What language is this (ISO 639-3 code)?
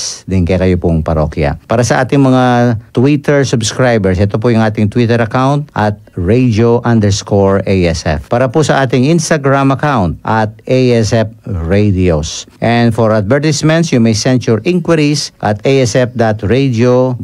pam